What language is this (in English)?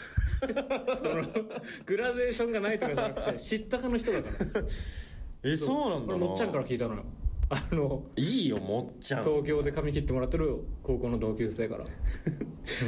Japanese